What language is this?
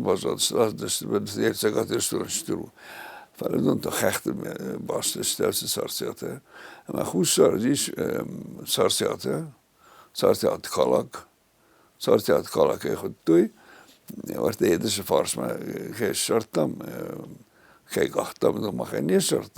Ossetic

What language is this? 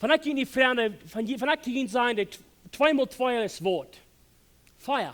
Plautdietsch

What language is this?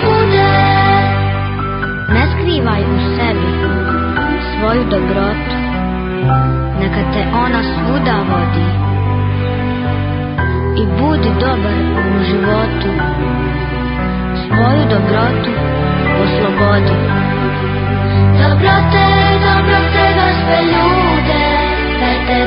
Croatian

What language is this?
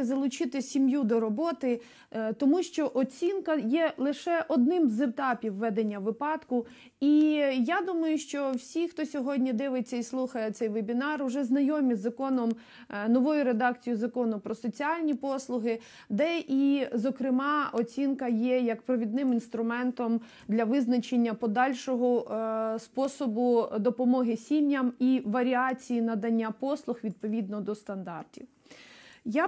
Ukrainian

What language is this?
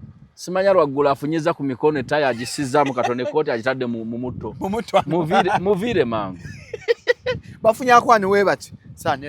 Ganda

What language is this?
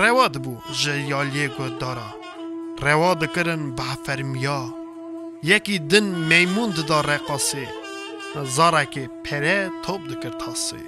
Kurdish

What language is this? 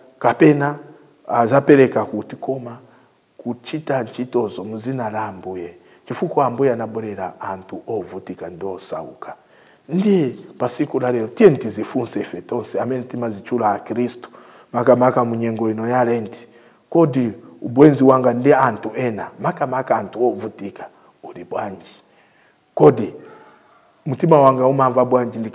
Nyanja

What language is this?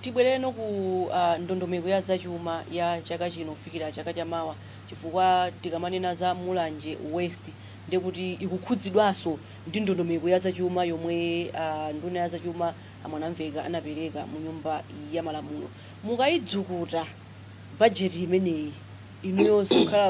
Nyanja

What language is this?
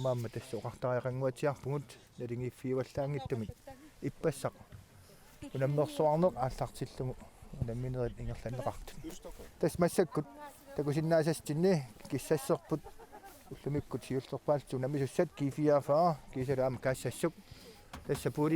Kalaallisut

